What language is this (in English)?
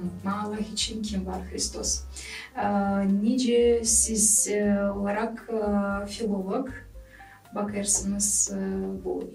Gagauz